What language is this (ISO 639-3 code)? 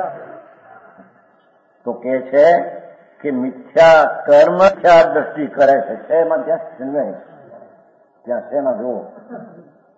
guj